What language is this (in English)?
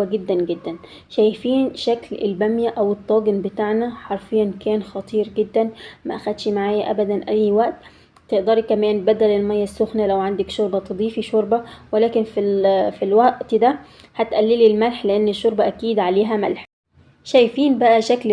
Egyptian Arabic